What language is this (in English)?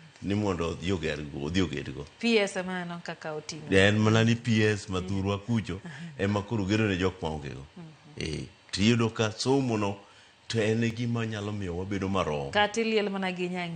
Luo (Kenya and Tanzania)